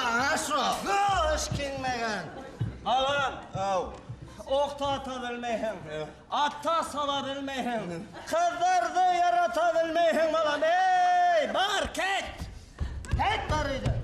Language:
Bashkir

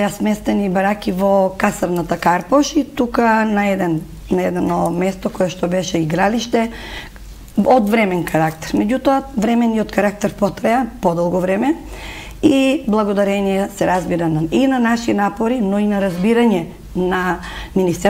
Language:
Macedonian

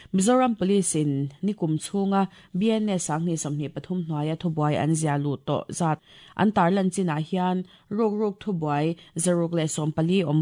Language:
Mizo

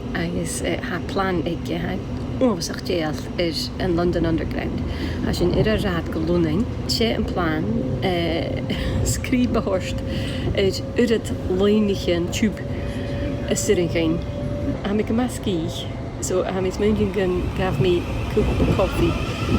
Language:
Scottish Gaelic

